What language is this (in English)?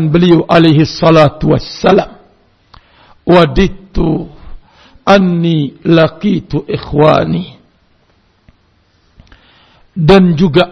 Indonesian